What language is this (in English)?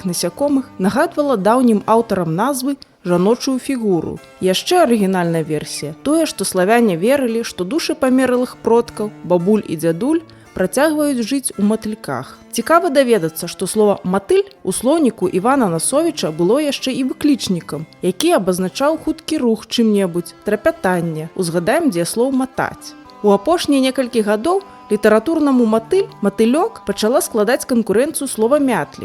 Belarusian